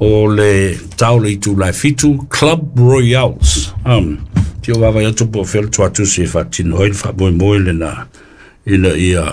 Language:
Samoan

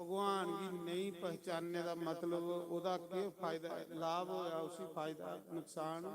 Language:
Dogri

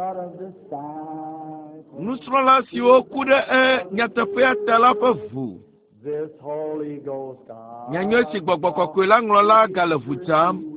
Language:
Ewe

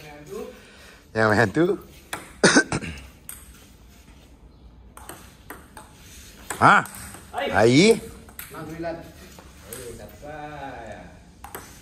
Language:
Malay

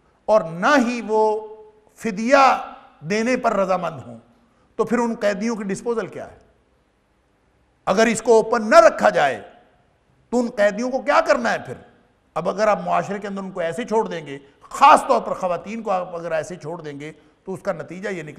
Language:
Urdu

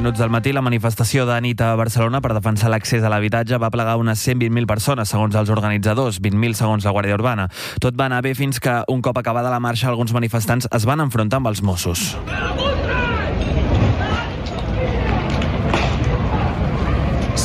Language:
Catalan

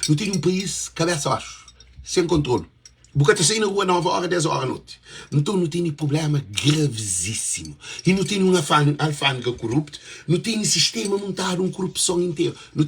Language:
Kabuverdianu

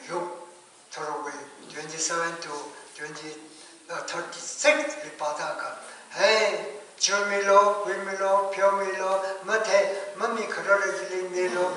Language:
Tangkhul Naga (India)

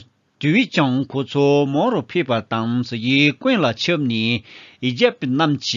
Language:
Tibetan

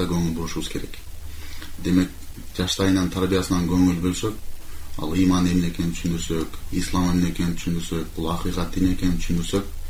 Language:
Kyrgyz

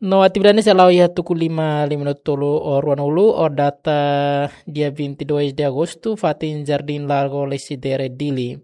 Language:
Tetum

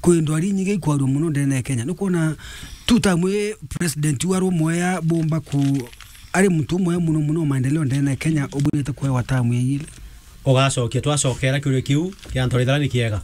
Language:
Meru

